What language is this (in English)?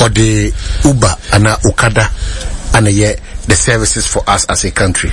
Akan